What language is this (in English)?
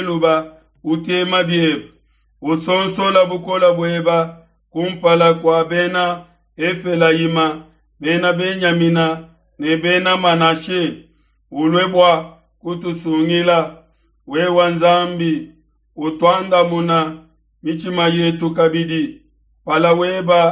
Luba-Lulua